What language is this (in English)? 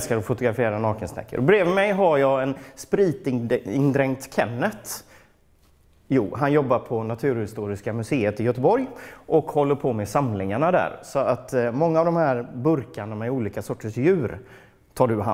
Swedish